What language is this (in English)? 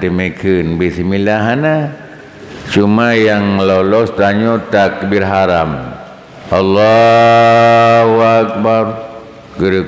Achinese